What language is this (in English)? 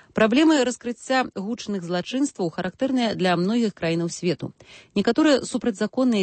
Belarusian